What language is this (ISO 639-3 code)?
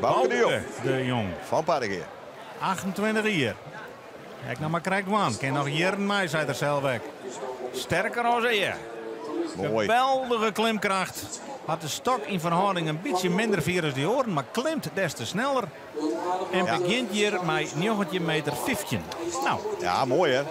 fry